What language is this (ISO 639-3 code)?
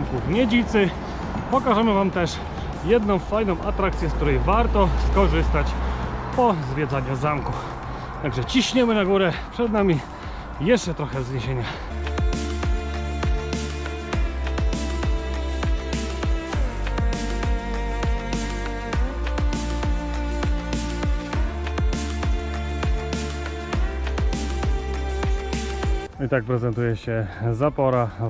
pol